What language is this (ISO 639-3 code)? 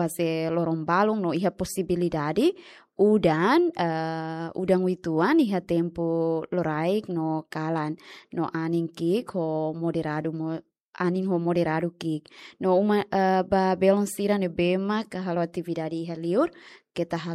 tet